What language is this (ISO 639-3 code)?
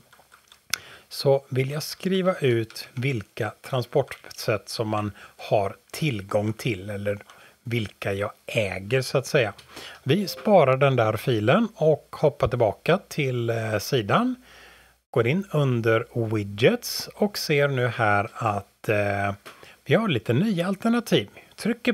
swe